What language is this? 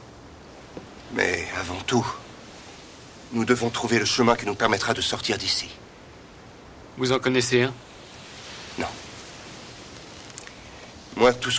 French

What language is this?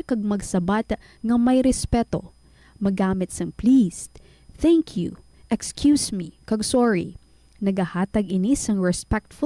Hiligaynon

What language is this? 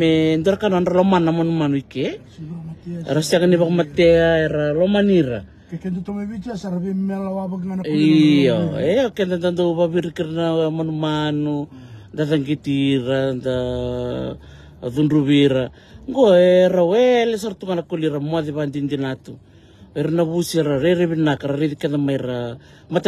Fijian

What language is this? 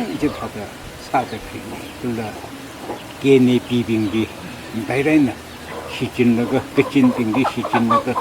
Tangkhul Naga (India)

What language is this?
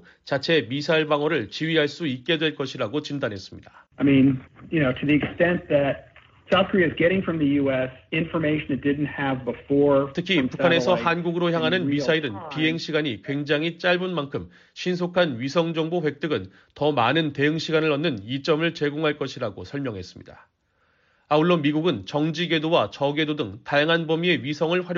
Korean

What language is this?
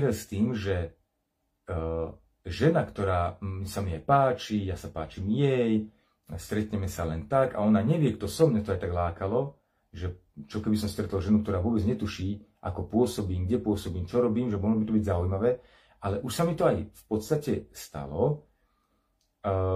Slovak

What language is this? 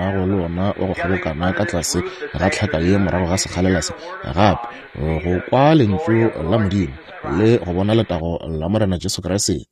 Northern Sotho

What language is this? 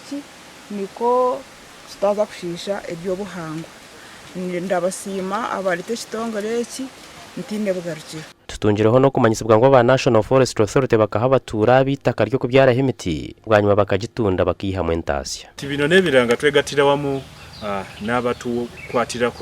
Nyankole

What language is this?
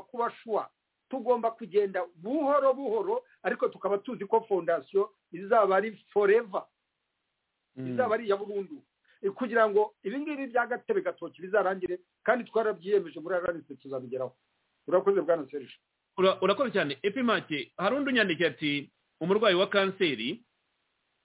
Kinyarwanda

